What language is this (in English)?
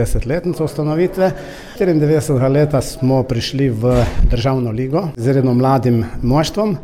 Slovenian